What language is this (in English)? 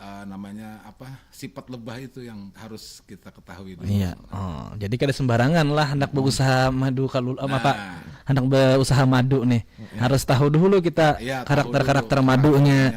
Banjar